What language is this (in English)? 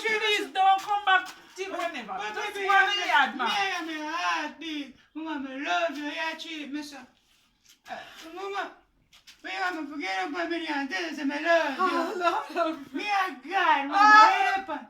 Jamaican Creole English